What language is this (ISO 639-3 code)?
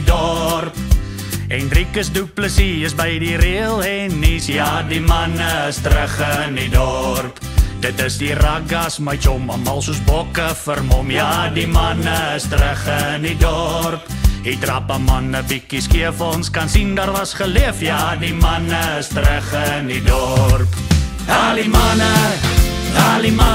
afr